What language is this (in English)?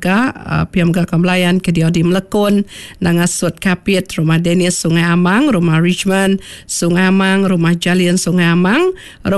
Iban